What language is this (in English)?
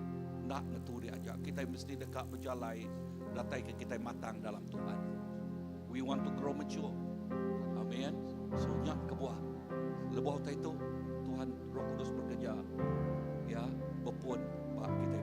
Iban